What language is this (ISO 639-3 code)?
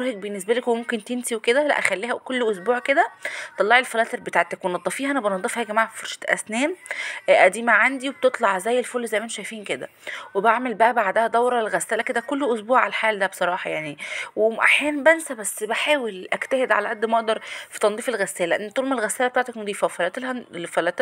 arz